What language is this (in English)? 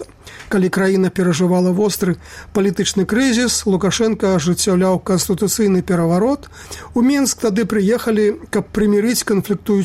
Belarusian